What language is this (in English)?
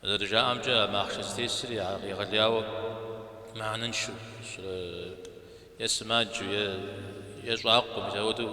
Kabardian